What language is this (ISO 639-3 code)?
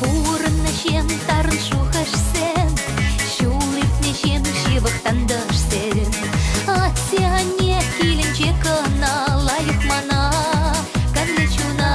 chv